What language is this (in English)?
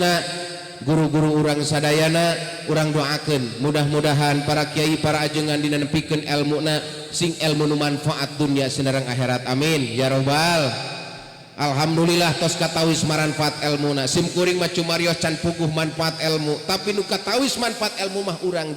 Sundanese